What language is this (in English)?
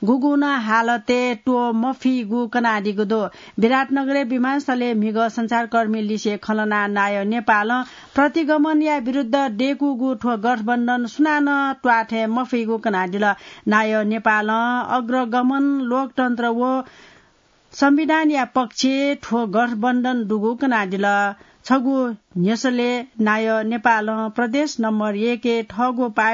Newari